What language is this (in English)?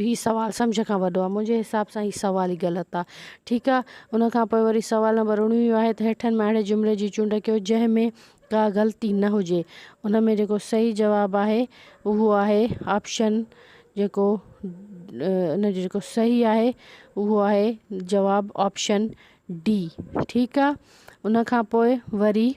Sindhi